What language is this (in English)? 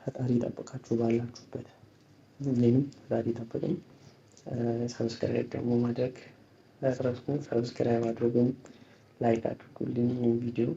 Amharic